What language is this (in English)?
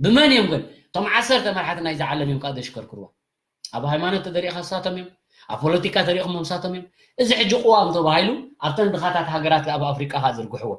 Tigrinya